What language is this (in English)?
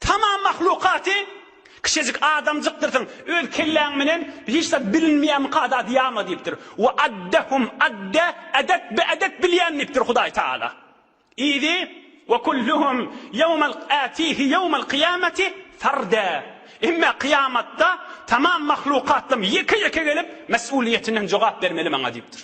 Turkmen